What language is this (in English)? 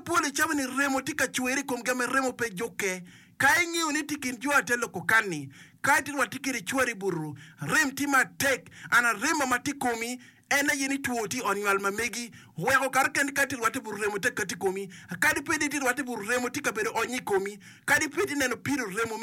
Acoli